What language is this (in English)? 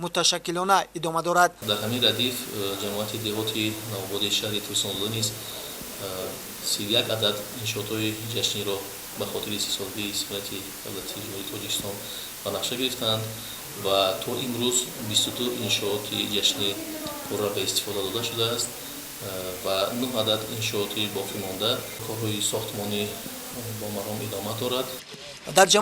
Tajik